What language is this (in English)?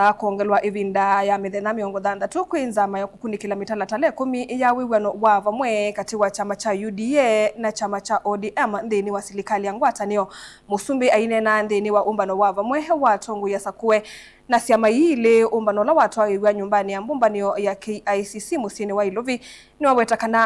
Kamba